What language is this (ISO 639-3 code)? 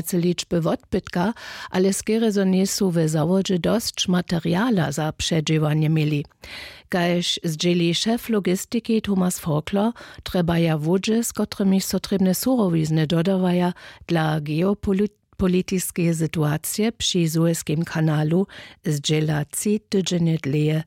hsb